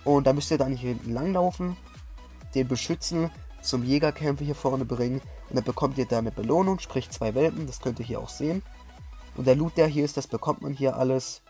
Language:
German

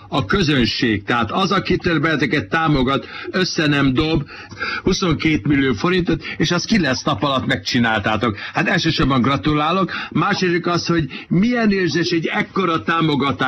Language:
Hungarian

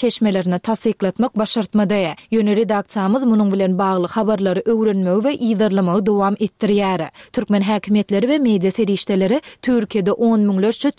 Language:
Turkmen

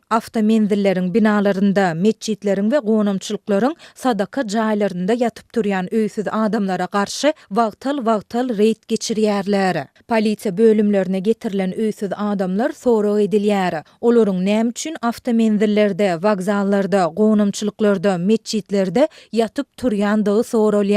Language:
Turkmen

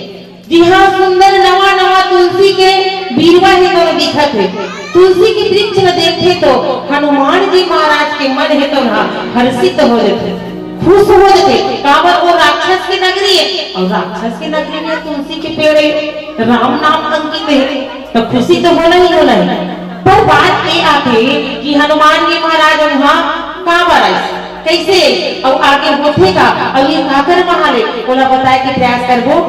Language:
Chhattisgarhi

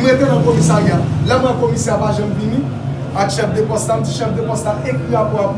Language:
Haitian Creole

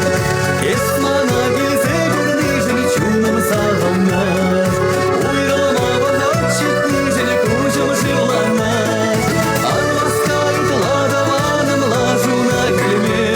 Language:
Chuvash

